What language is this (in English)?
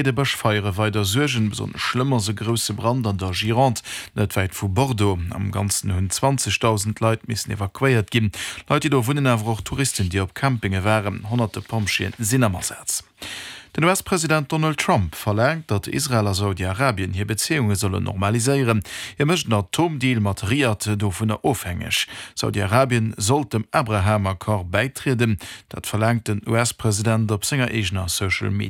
Luxembourgish